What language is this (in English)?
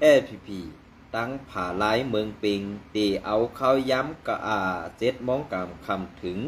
Shan